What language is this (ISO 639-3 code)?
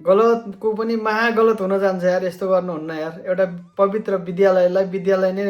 nep